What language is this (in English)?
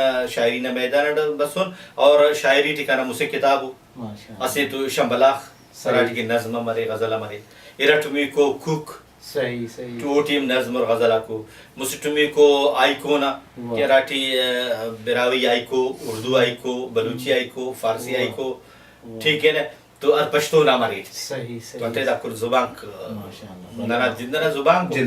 Brahui